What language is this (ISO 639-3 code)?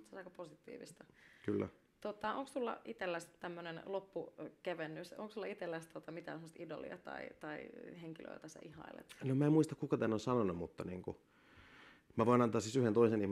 fin